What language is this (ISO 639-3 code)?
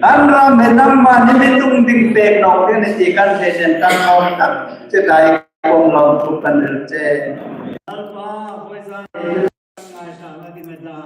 hmr